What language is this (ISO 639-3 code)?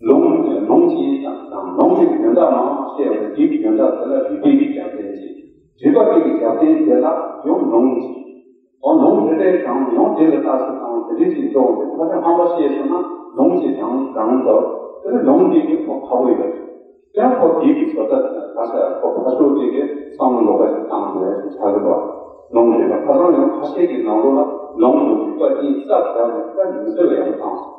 bod